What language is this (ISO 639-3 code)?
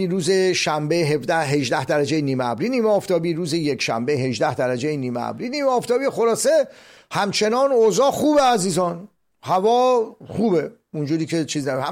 fas